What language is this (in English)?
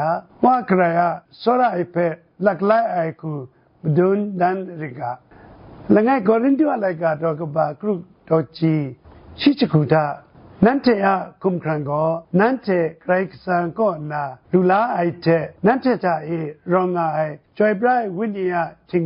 Kachin